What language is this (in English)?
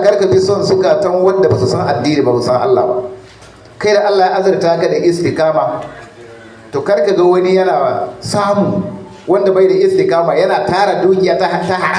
Hausa